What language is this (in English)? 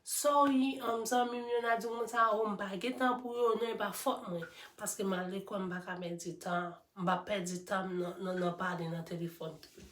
Haitian Creole